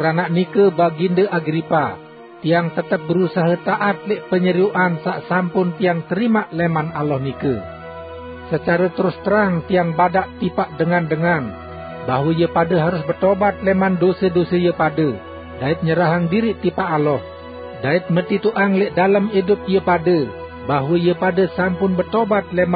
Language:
Sasak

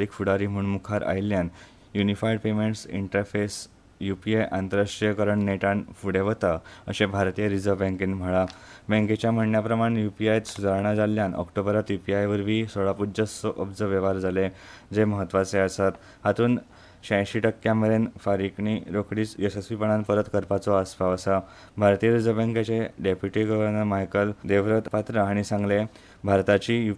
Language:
Konkani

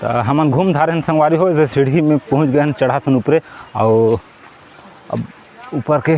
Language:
Chhattisgarhi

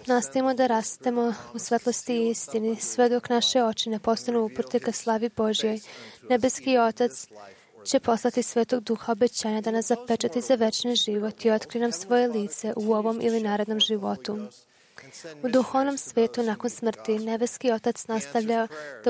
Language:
Serbian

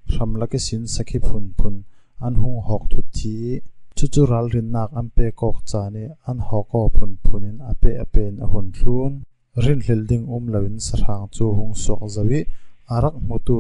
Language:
Falam Chin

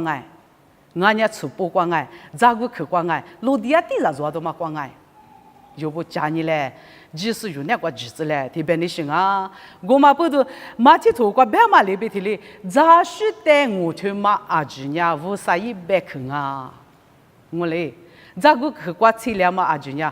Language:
Lisu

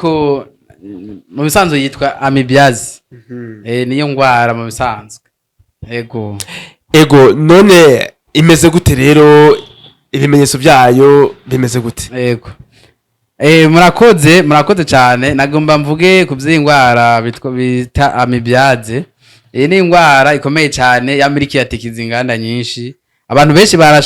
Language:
Rundi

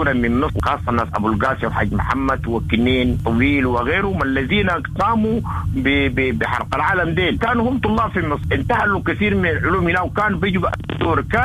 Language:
Sudanese Arabic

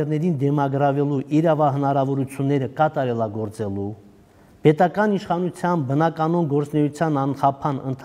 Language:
Armenian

